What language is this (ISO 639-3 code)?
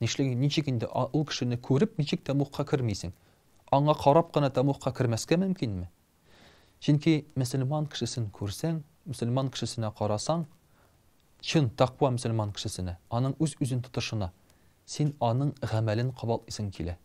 tat